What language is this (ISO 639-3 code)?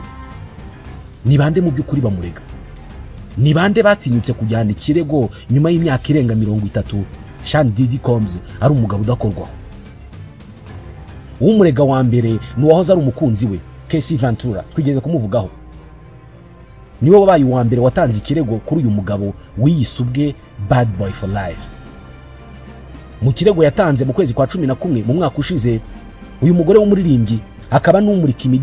kin